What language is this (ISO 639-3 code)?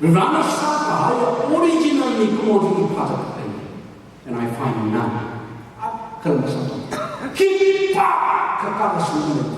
nmf